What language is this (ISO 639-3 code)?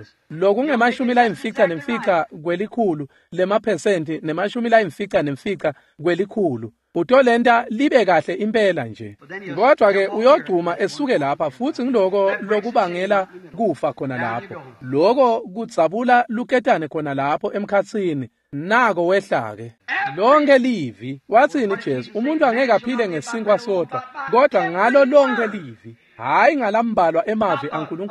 ssw